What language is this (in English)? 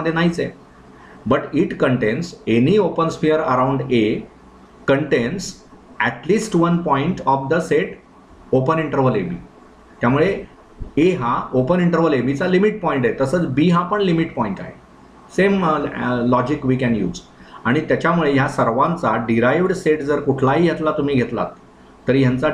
Marathi